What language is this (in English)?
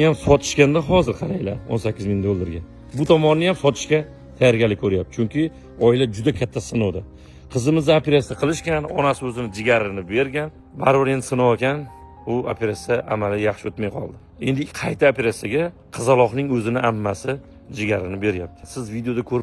Uzbek